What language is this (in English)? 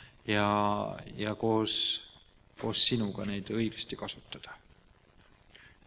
Estonian